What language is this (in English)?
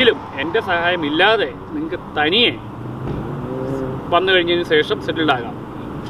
Malayalam